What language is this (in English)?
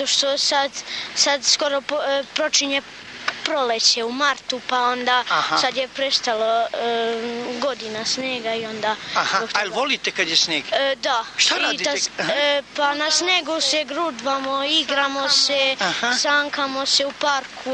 Serbian